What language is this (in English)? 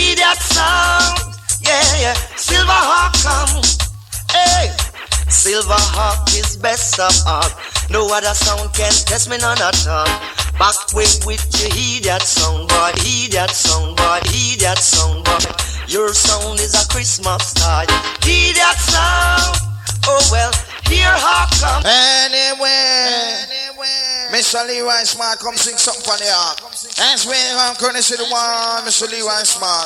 Jamaican Creole English